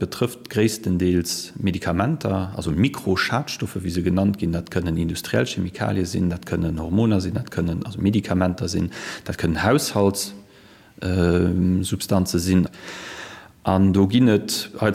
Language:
Luxembourgish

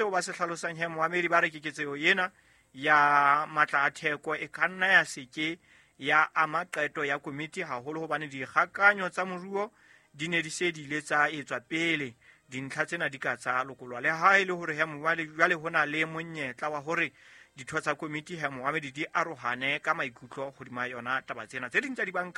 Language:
Southern Sotho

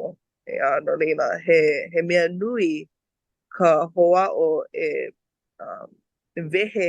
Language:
Hawaiian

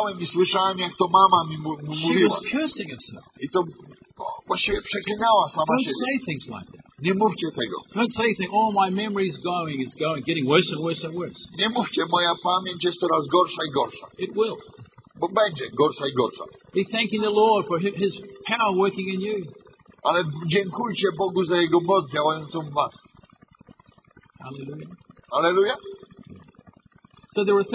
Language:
Polish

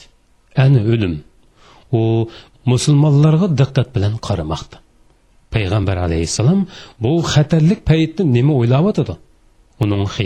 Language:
Uyghur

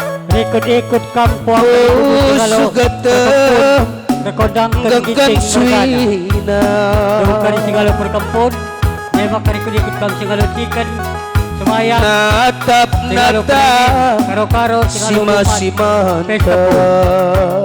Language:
Batak Karo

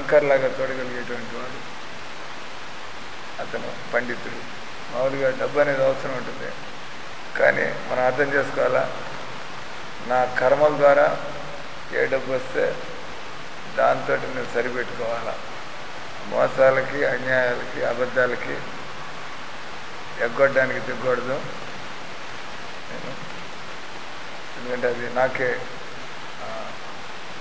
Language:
Telugu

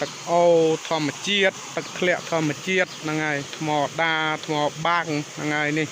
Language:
Khmer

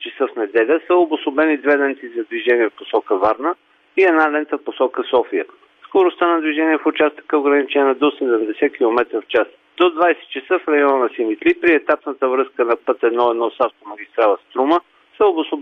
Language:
Bulgarian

